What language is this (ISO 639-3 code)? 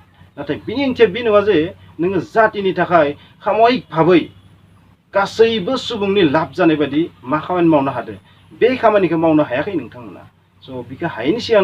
brx